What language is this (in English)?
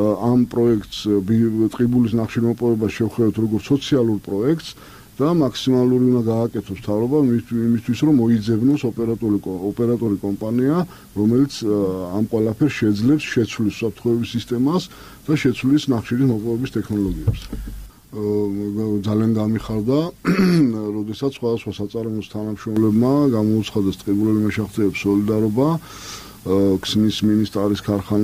Georgian